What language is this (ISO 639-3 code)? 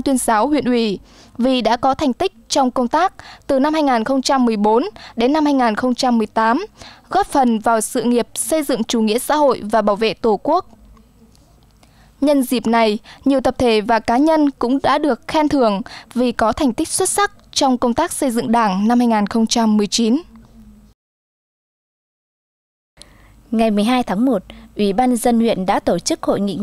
vie